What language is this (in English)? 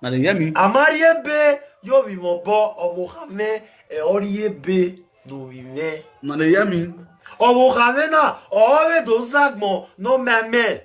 Nigerian Pidgin